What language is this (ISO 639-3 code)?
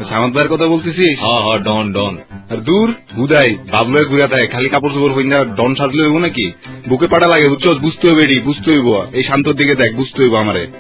ben